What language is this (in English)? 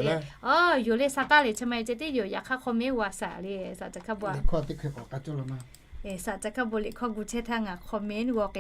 Lahu